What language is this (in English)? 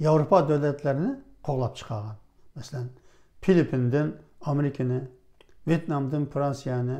Uyghur